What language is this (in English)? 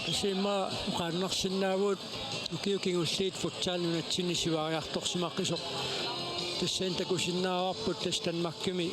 Kalaallisut